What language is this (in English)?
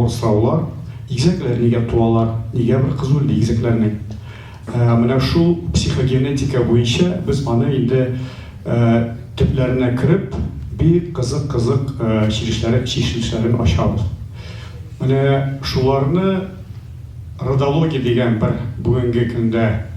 Tatar